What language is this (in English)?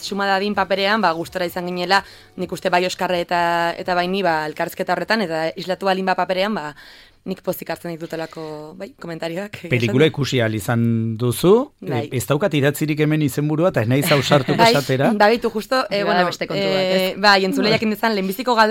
Basque